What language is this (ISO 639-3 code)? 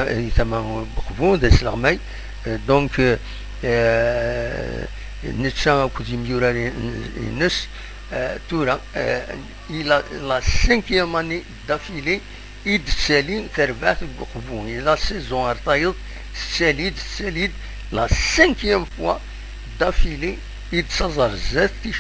kab